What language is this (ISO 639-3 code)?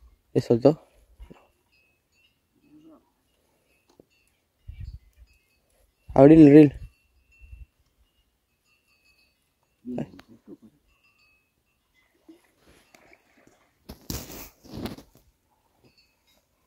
spa